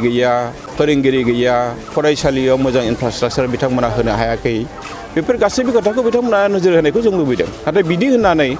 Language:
Bodo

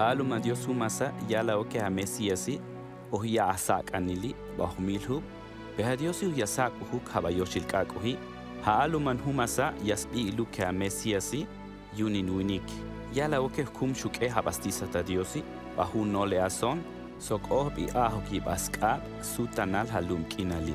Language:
Tojolabal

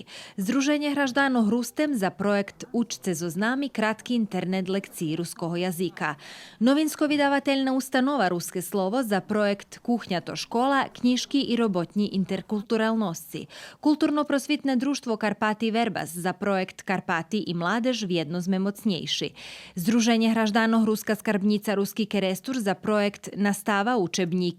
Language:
Rusyn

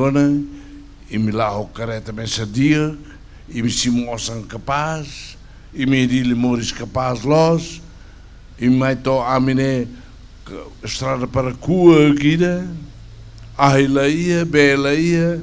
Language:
Tetum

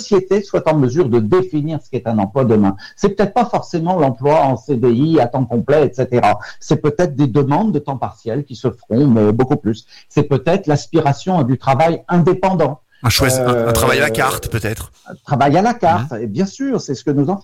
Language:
French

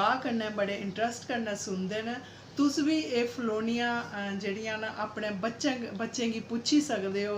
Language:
Dogri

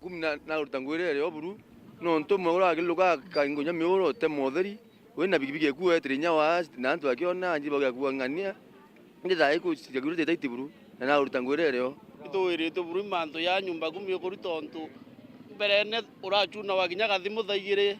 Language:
Meru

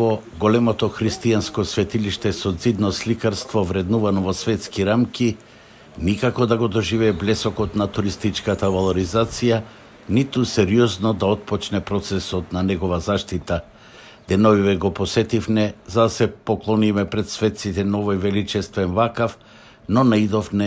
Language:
Macedonian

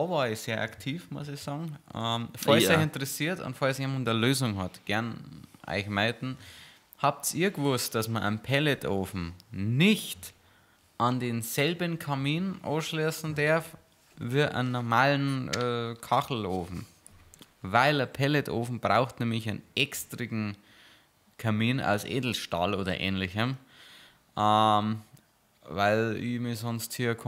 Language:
Bavarian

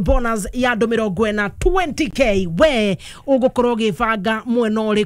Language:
Kikuyu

